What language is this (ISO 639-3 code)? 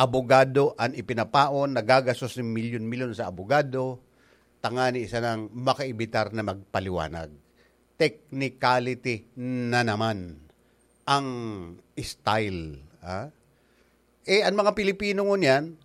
bik